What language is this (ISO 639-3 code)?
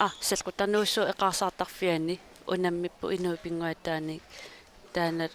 kal